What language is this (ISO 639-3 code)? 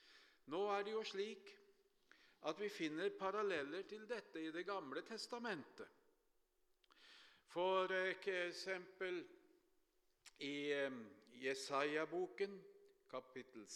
nor